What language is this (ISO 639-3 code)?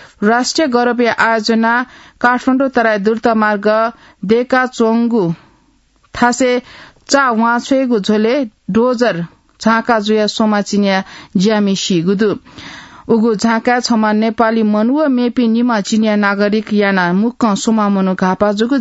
new